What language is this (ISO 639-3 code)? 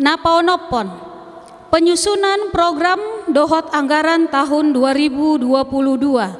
bbc